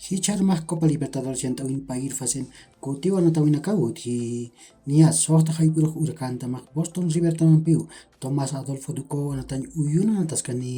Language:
Aymara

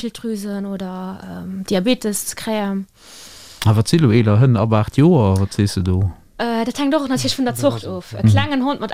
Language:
Luxembourgish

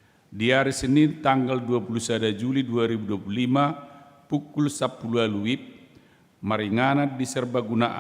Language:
Batak Toba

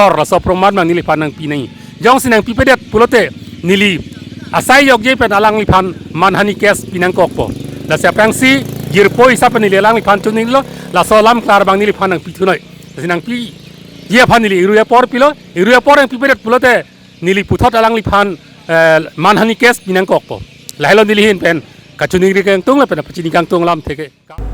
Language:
Karbi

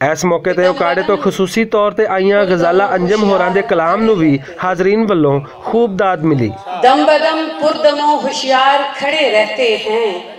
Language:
Western Panjabi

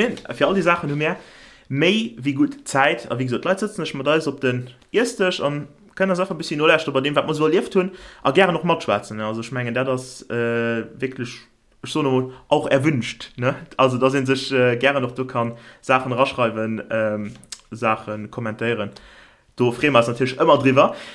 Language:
Luxembourgish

